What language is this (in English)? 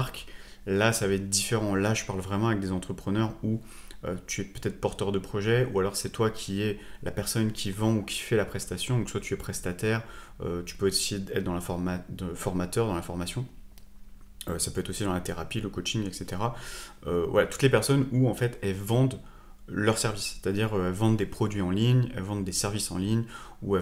French